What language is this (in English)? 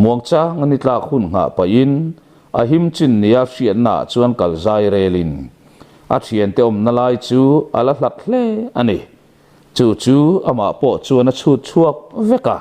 Mizo